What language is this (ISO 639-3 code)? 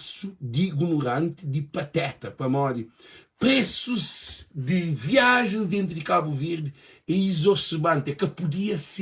kea